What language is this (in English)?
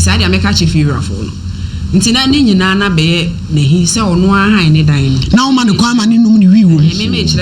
Akan